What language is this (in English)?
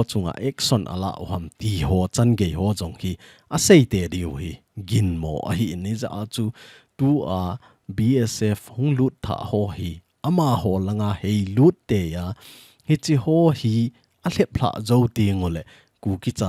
Thado Chin